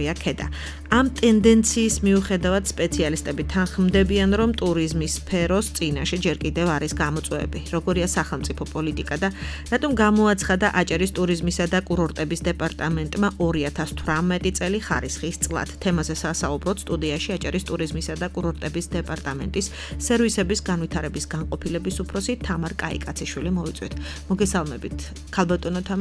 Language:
Georgian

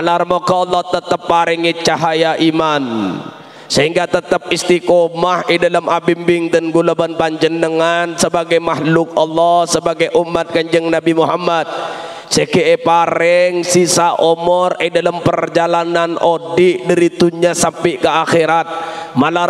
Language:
Madurese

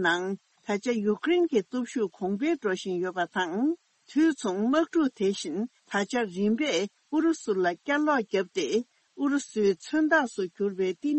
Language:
Tibetan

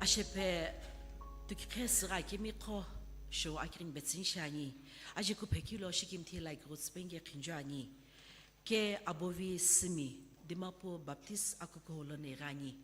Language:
Sumi Naga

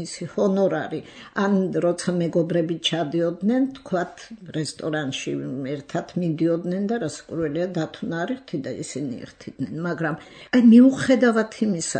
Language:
Georgian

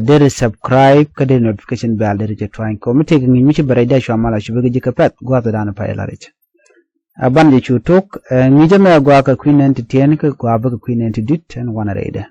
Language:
Nuer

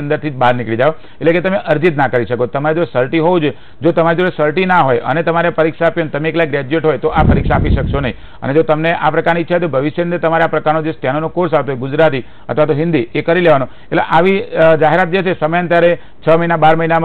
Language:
Gujarati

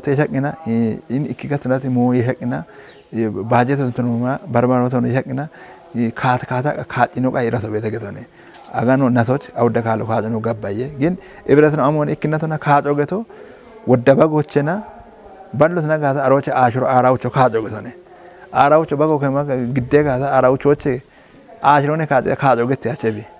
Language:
Kafa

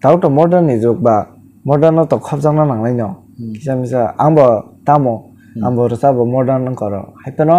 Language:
Kok Borok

